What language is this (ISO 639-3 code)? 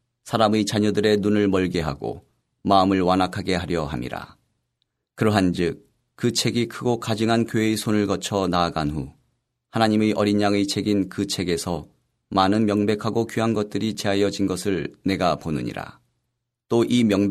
kor